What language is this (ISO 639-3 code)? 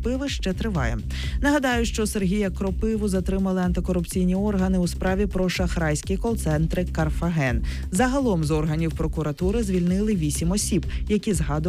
ukr